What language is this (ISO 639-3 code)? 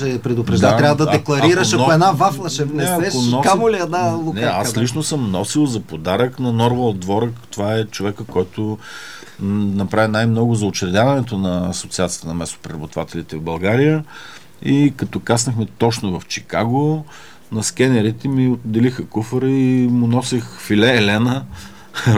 bul